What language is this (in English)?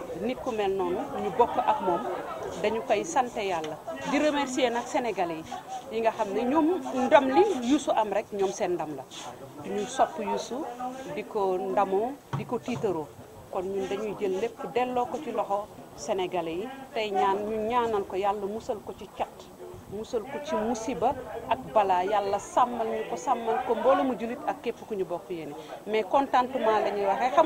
Wolof